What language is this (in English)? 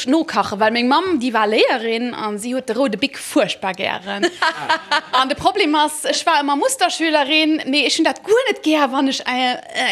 Luxembourgish